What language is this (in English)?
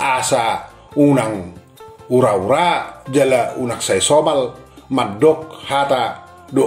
Batak Toba